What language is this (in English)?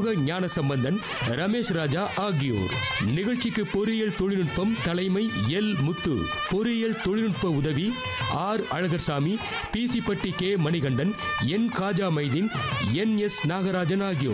Tamil